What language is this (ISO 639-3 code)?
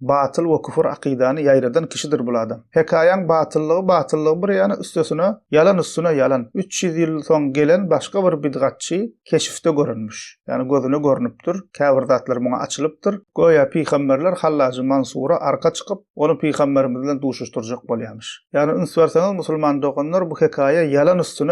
tuk